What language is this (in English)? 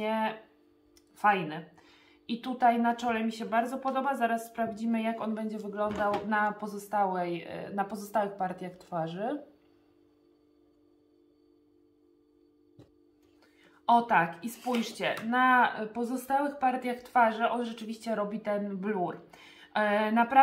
Polish